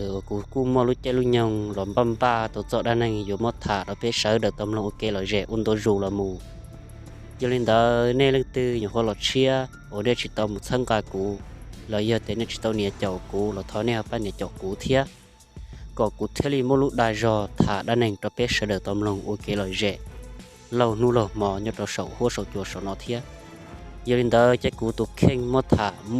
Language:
Hmong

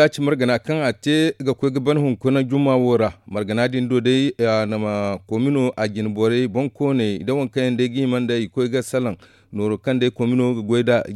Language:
Zarma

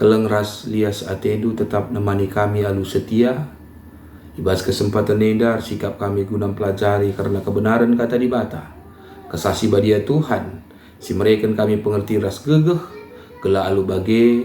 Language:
Batak Karo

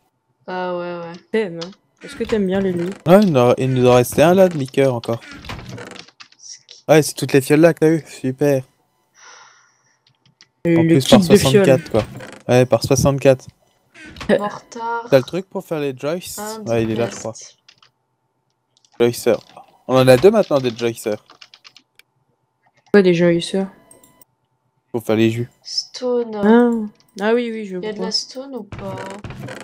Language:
French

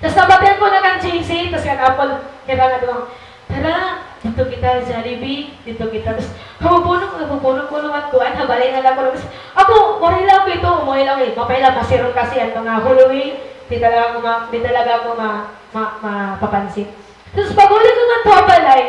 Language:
Waray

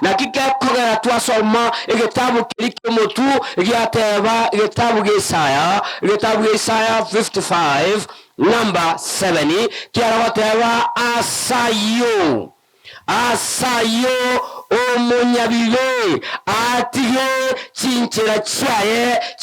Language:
Gusii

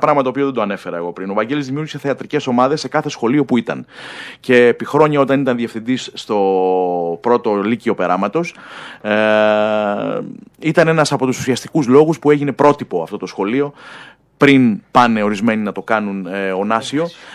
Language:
Greek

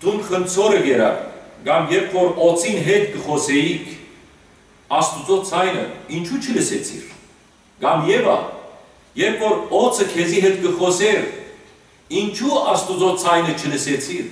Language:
Western Armenian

